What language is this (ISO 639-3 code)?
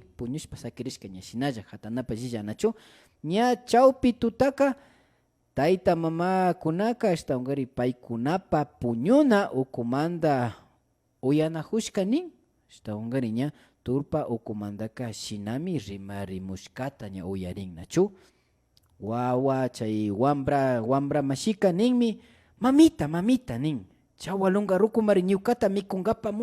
qvi